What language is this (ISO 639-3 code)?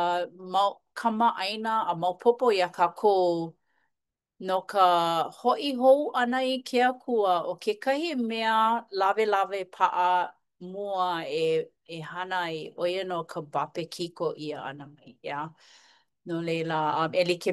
haw